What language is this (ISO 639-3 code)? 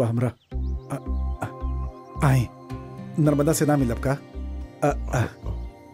bho